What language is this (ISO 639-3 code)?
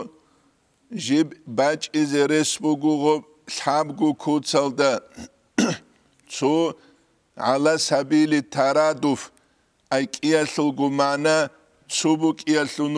ava